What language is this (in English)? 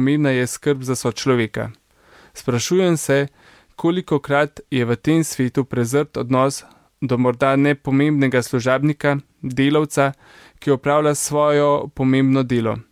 Slovenian